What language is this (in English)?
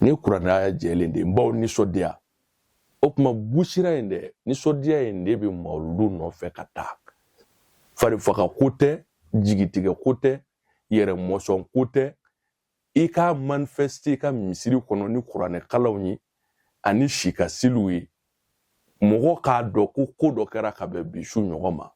Bambara